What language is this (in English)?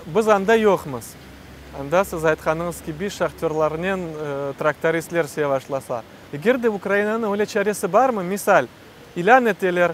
Crimean Tatar